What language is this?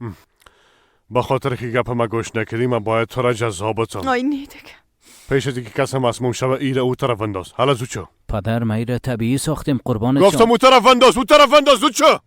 Persian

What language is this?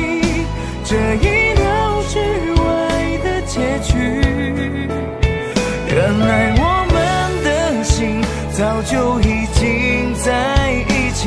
Chinese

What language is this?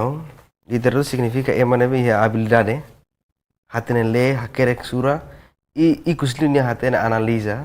Tetum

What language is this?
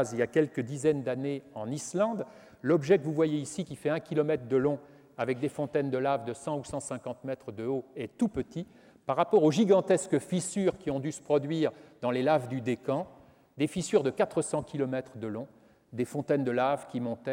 French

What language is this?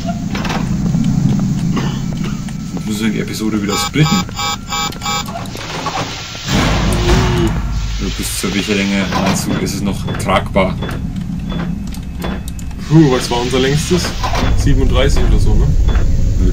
German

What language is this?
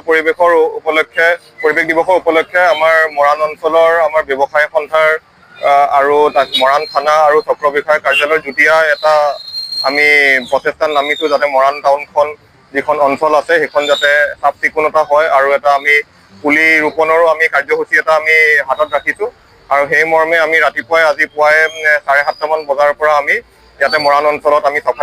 Assamese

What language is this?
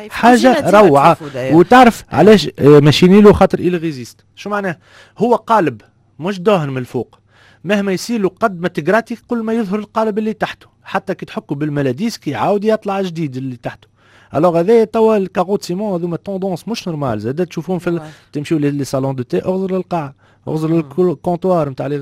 Tunisian Arabic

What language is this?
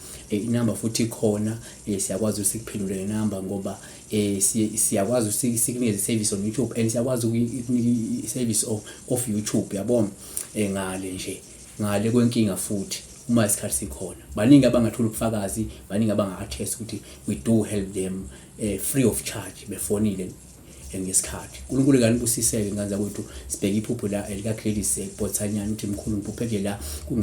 Zulu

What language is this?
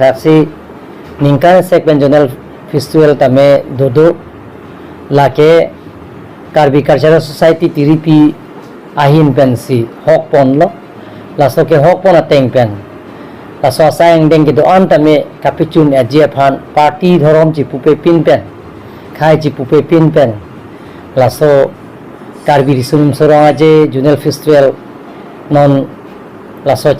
Karbi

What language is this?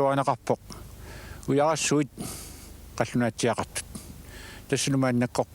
Kalaallisut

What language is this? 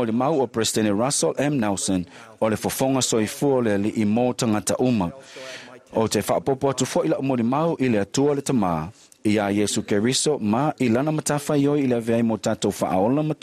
Samoan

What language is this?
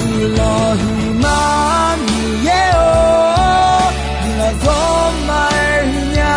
Akha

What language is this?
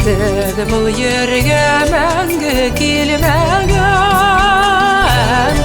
Bashkir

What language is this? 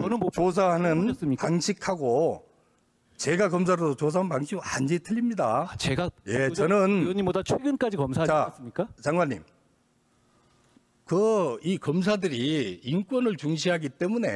Korean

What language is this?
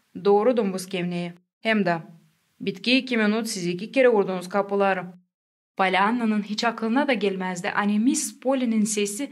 Gagauz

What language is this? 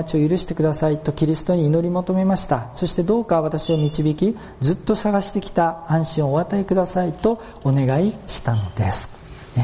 Japanese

